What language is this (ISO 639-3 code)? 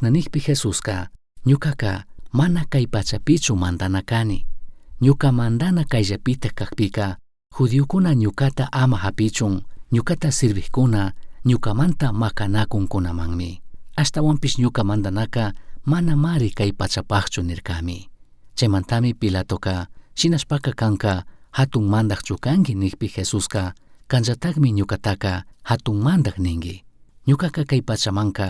qug